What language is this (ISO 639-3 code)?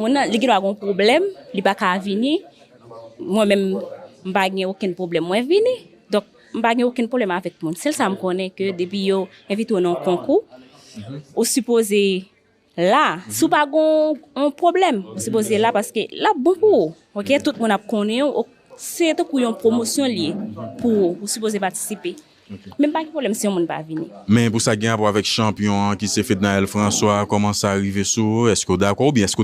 hat